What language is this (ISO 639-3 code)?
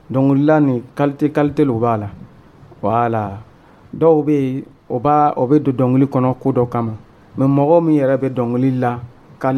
dyu